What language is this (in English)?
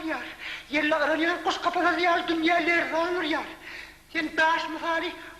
Turkmen